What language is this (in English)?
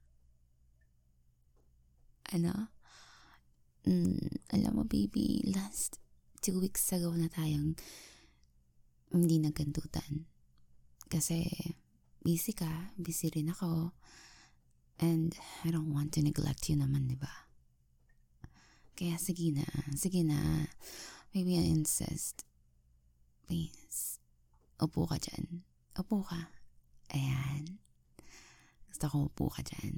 Filipino